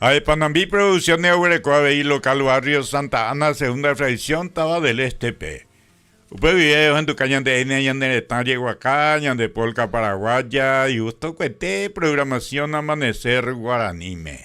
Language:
Guarani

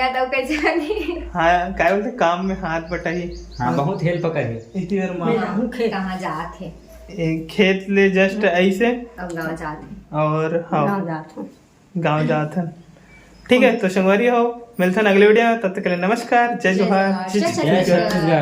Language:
Chhattisgarhi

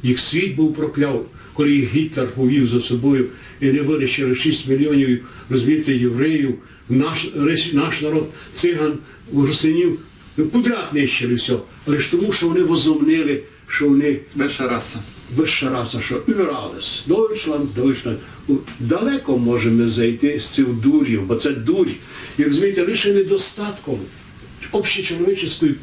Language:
Rusyn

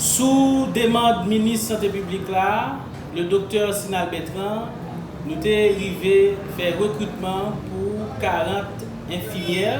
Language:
Haitian Creole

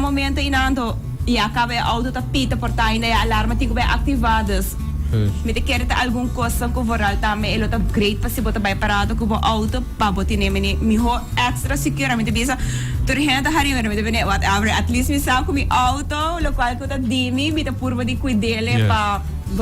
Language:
Papiamento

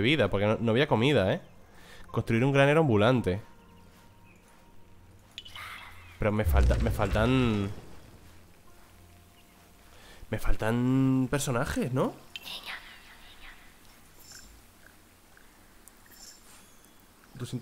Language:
Spanish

